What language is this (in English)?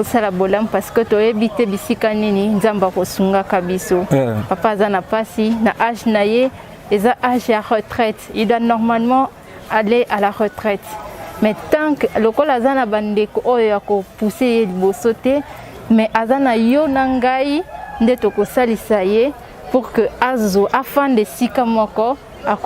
Lingala